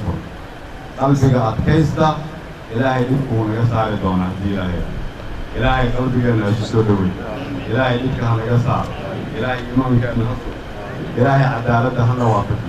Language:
Somali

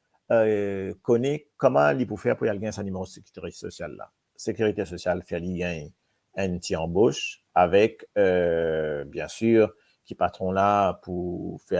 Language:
Morisyen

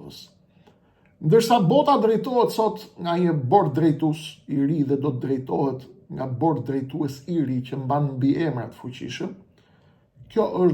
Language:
Albanian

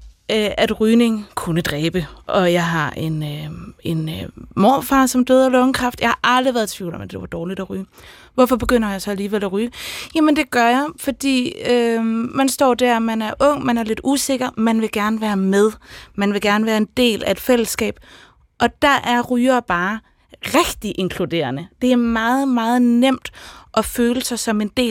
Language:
Danish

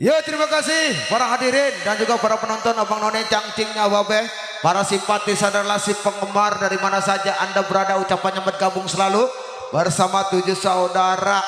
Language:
Betawi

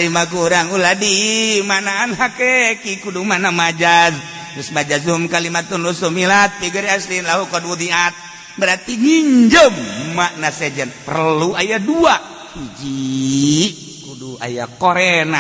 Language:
Sundanese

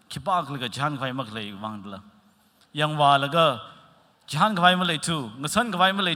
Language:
Tangkhul Naga (India)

